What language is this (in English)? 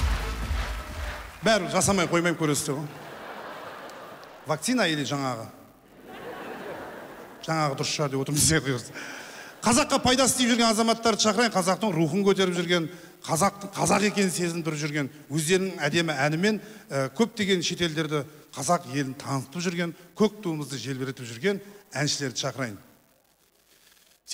Kazakh